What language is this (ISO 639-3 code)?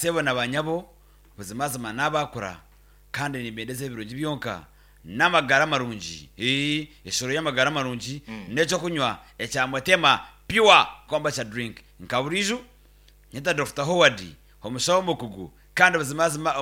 nyn